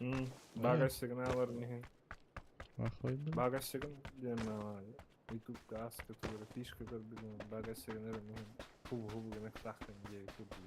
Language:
Yakut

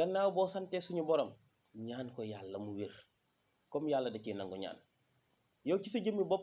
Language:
Wolof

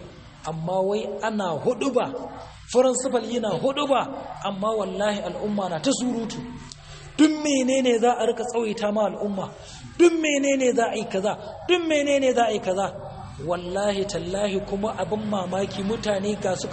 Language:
Hausa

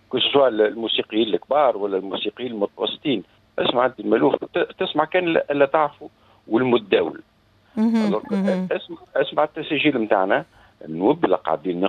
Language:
Tunisian Arabic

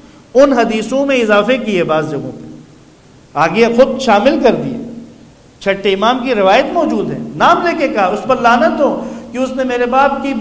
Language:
Urdu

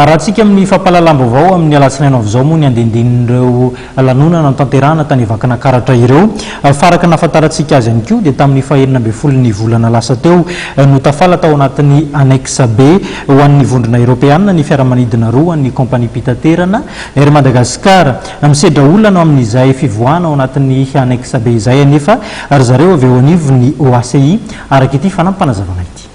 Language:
Malagasy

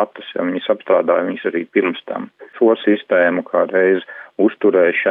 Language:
Latvian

